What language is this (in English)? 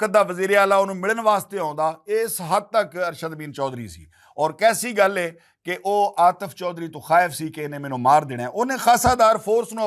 Western Panjabi